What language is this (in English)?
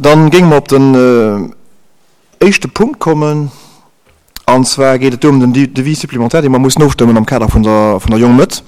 Luxembourgish